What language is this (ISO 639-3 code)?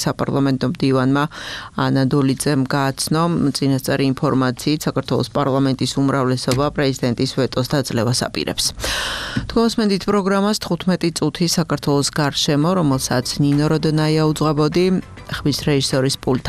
kat